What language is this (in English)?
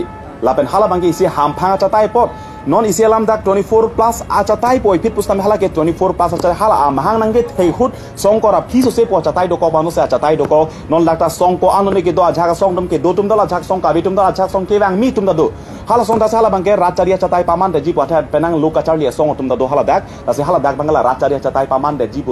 Karbi